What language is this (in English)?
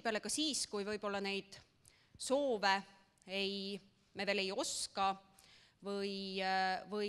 Estonian